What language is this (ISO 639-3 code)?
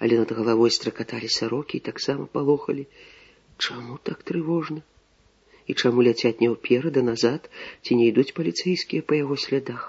bel